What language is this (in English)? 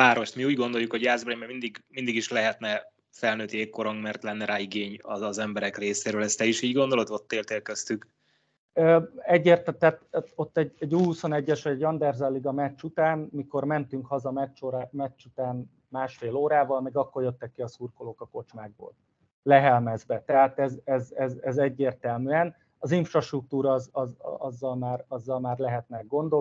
Hungarian